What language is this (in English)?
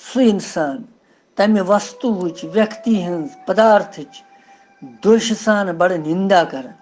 Kashmiri